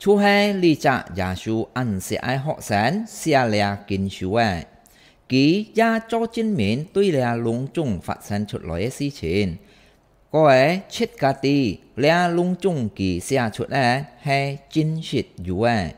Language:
Hakka Chinese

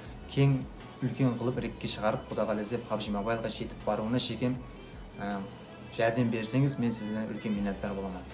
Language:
Kara-Kalpak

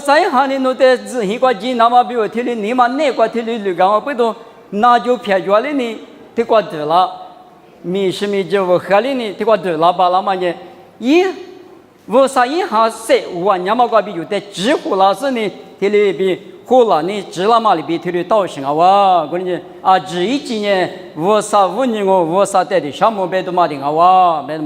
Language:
Lisu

